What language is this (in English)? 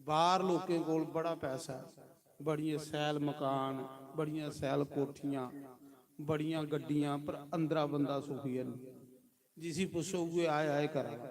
Dogri